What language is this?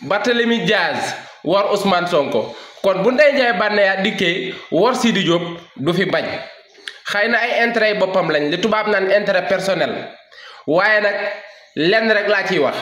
Wolof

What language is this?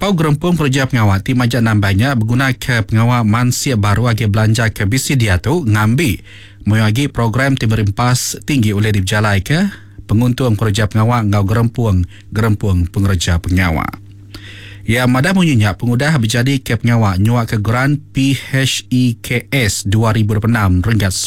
Iban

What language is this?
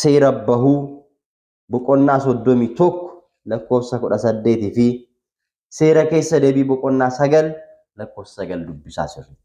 Oromo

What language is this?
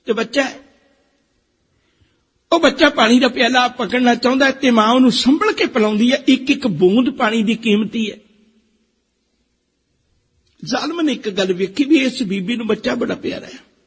Punjabi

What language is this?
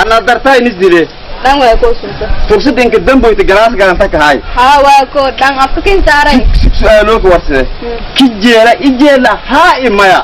Somali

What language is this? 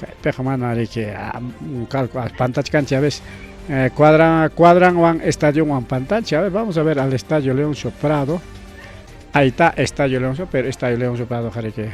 Ayacucho Quechua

